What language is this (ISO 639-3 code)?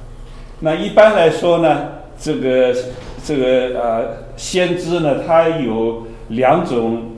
zho